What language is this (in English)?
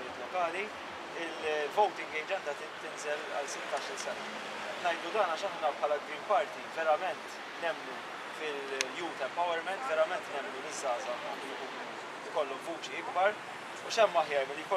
Maltese